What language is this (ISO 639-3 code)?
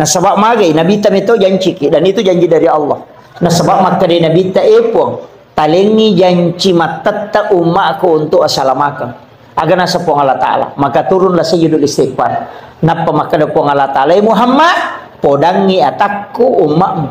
bug